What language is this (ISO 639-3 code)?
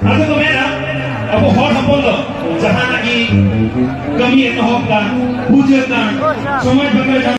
sat